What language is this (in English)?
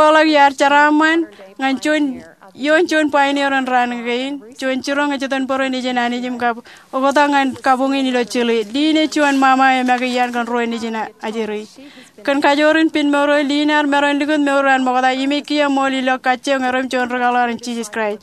Marshallese